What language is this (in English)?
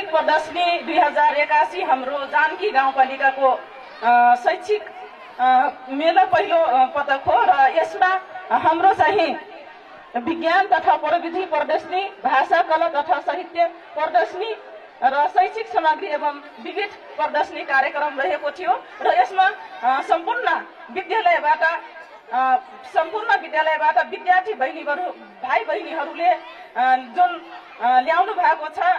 Nepali